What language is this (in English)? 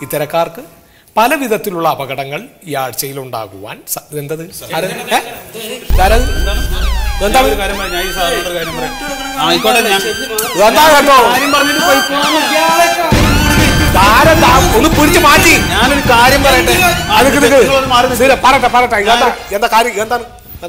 Malayalam